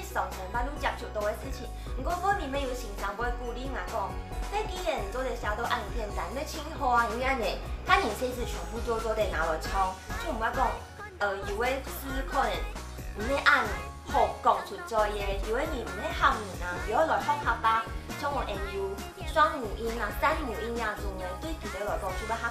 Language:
Hakka Chinese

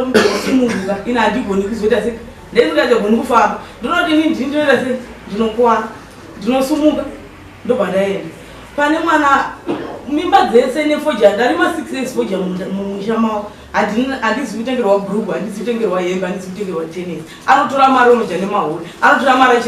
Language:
Shona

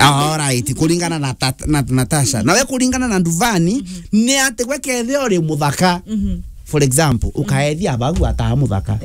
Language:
Meru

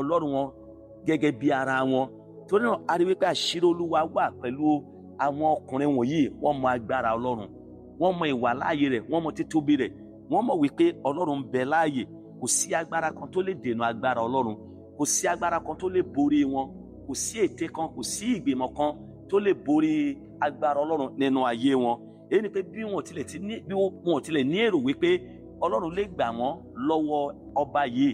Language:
Yoruba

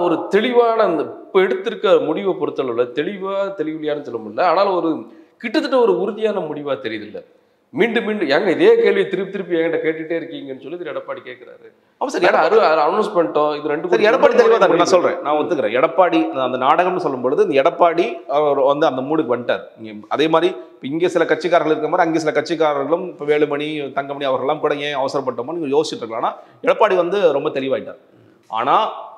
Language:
Tamil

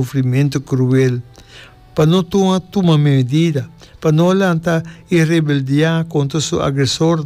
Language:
Papiamento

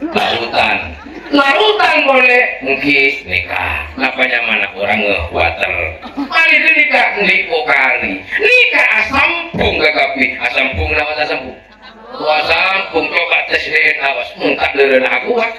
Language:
Madurese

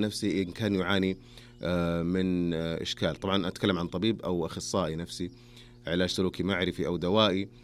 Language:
Najdi Arabic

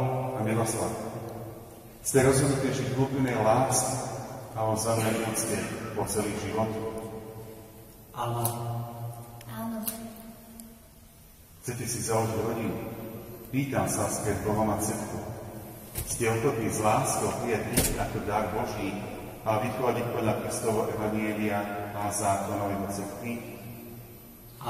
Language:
Slovak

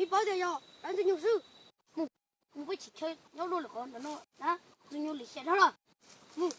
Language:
Hmong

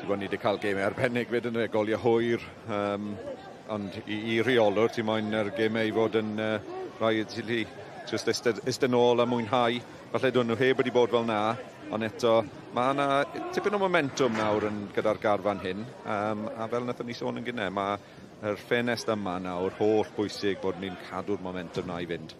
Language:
Welsh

